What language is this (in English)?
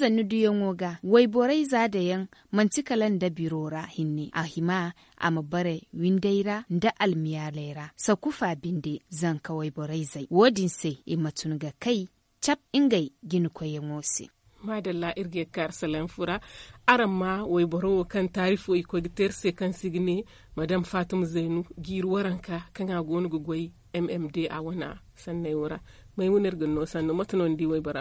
Zarma